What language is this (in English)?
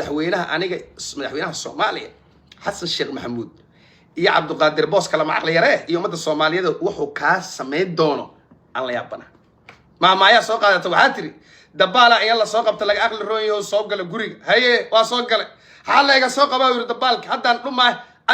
Somali